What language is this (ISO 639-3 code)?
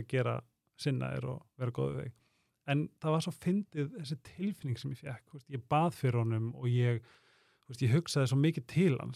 isl